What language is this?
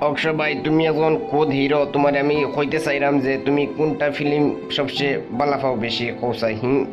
Sylheti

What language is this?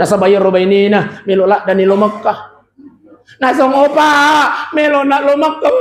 Buginese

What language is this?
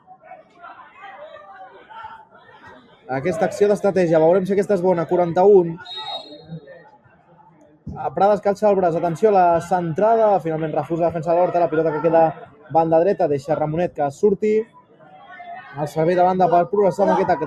Catalan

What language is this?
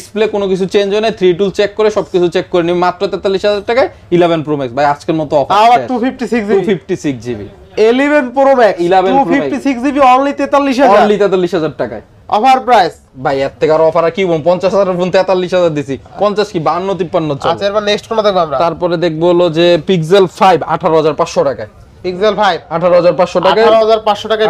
Bangla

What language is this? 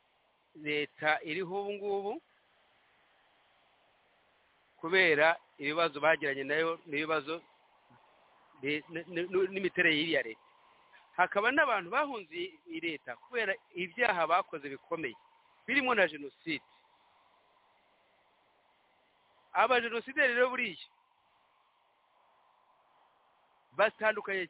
Kinyarwanda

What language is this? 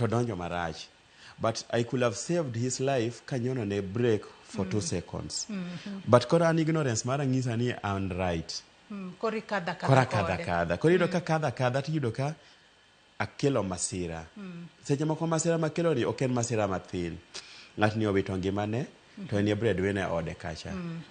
Luo (Kenya and Tanzania)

